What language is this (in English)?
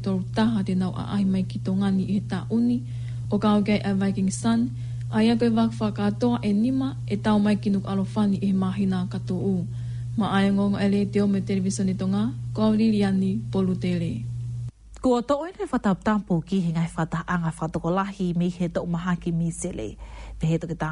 Tongan